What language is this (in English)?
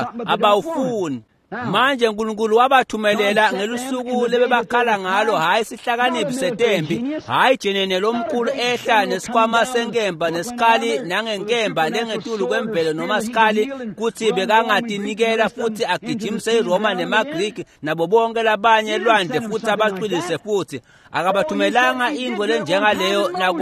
Swati